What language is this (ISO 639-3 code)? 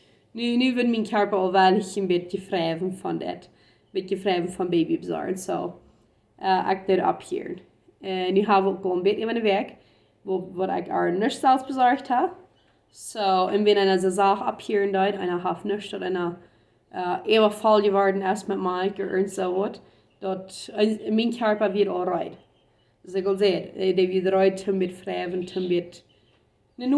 pdt